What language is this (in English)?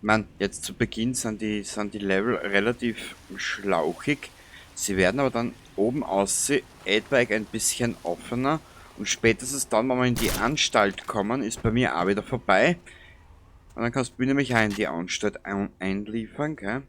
Bavarian